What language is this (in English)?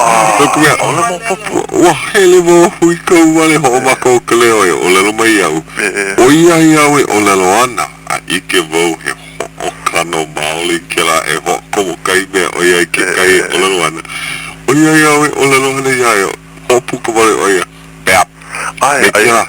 Hawaiian